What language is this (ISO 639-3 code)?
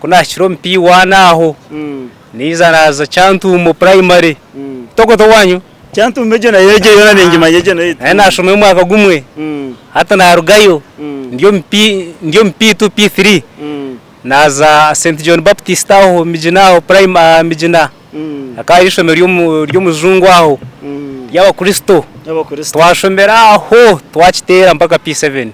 nyn